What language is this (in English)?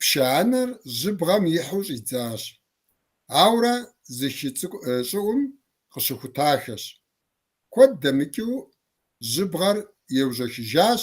Kabardian